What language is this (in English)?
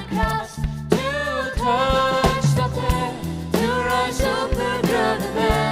Faroese